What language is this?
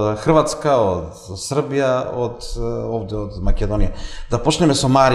Macedonian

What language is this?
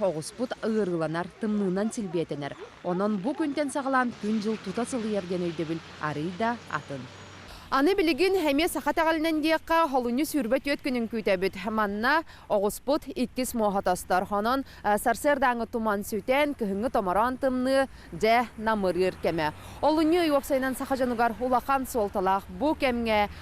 Yakut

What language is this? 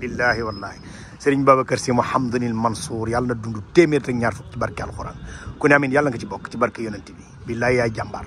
Wolof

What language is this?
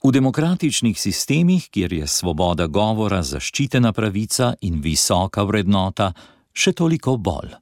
Slovenian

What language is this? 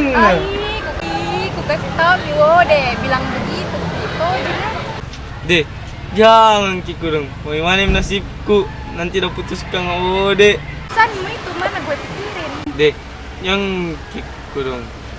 Makassar Malay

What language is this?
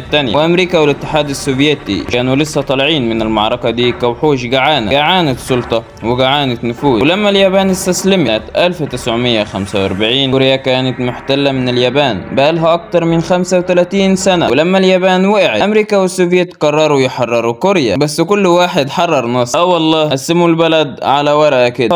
Egyptian Arabic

